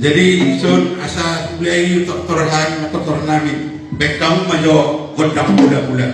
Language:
Batak Toba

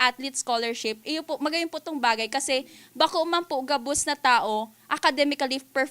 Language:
Bikol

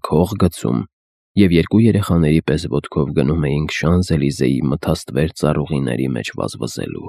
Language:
Armenian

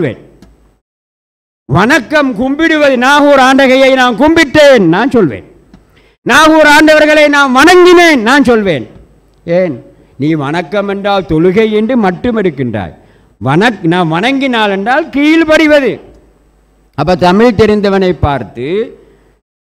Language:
Tamil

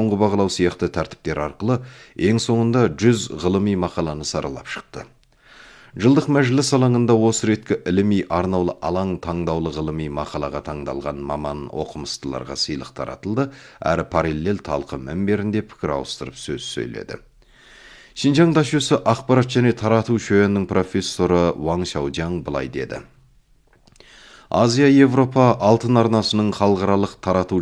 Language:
Kazakh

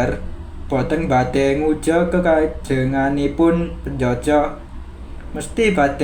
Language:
Javanese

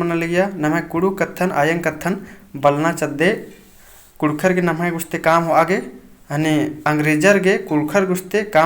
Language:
Kurukh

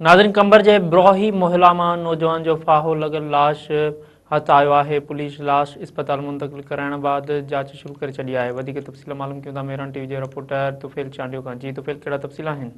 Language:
Sindhi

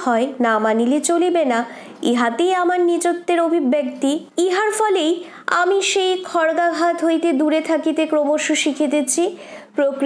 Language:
Bangla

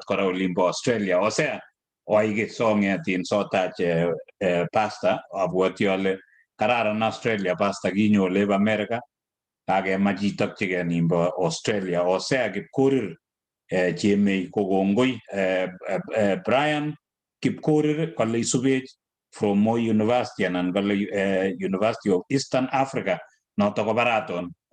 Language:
Kalenjin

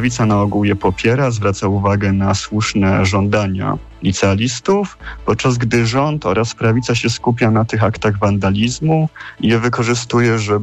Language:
Polish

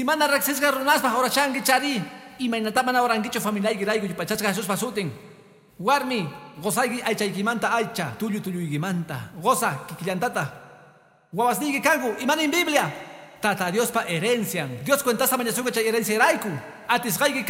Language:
Quechua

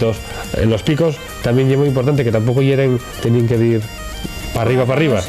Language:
Asturian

